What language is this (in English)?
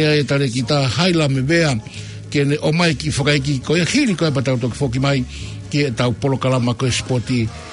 Tongan